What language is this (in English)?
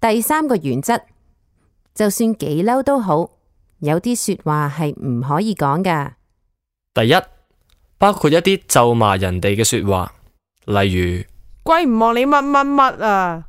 Cantonese